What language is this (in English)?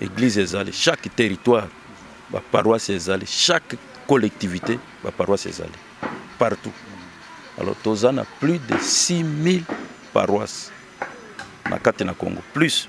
Lingala